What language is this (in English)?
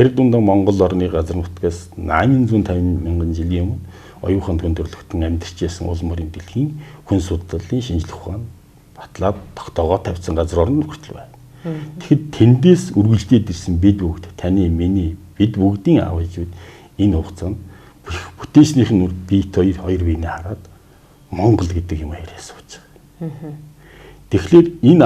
Mongolian